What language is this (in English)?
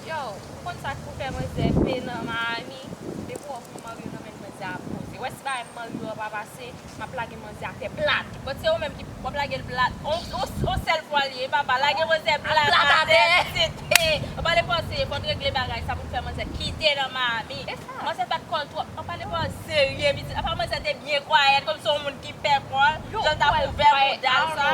Haitian Creole